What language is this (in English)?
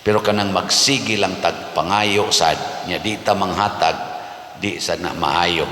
Cebuano